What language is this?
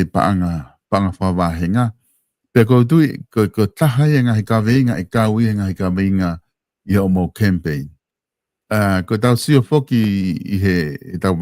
Tongan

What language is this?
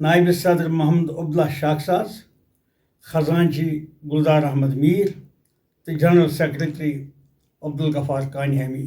Kashmiri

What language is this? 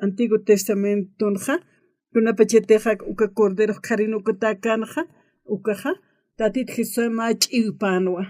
Aymara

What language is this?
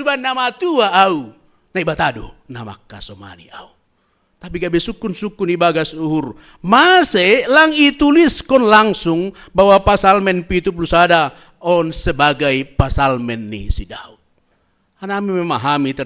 Batak Simalungun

